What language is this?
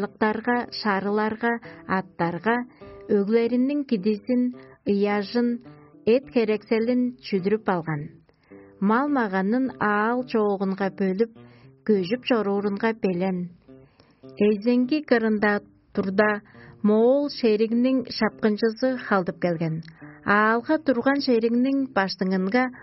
Tuvinian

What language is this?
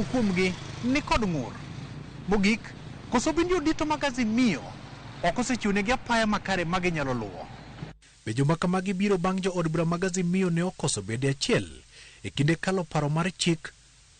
Luo (Kenya and Tanzania)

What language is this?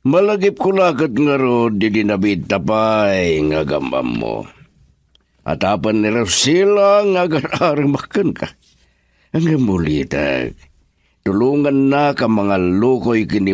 Iloko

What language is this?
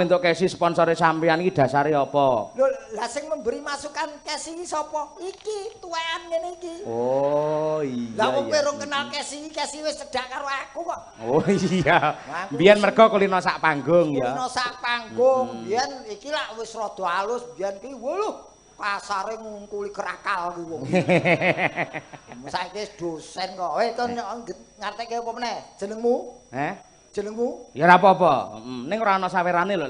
Javanese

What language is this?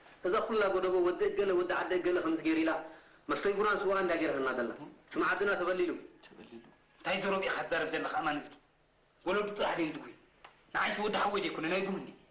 Tigrinya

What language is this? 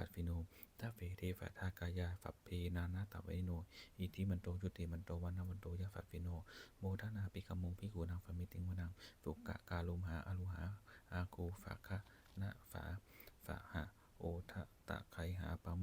Pali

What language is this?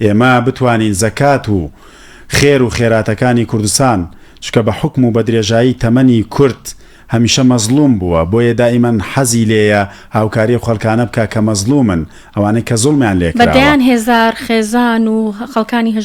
Central Kurdish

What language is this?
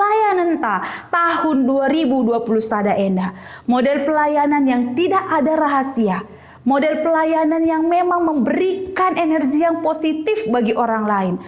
Batak Karo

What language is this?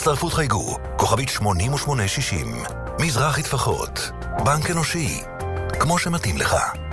Hebrew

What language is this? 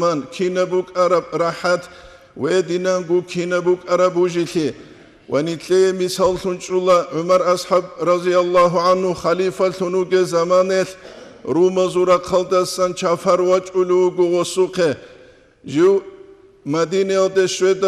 Avaric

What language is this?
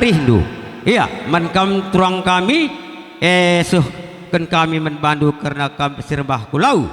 Batak Karo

